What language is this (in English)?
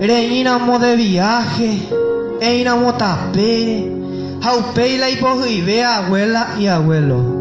Guarani